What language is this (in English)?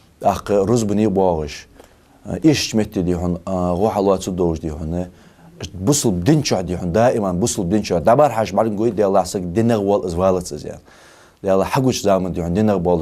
Ingush